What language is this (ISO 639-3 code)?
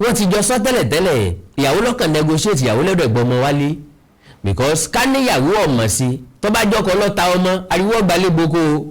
yor